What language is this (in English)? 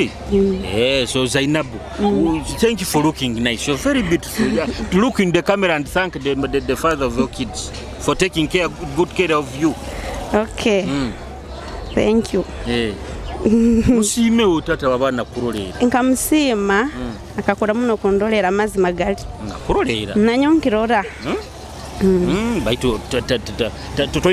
Nyoro